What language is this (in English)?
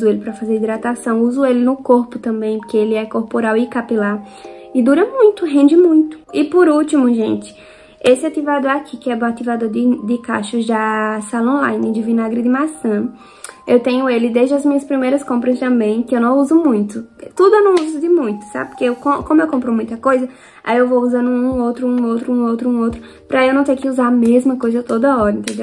Portuguese